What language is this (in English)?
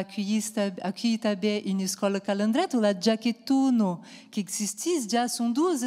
Occitan